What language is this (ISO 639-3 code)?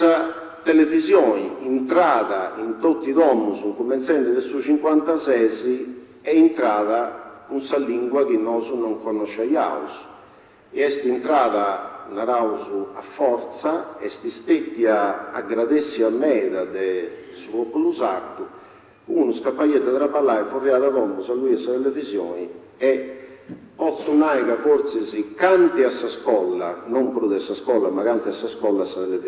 srd